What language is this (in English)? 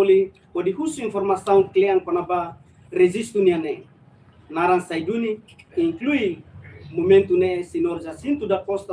Tetum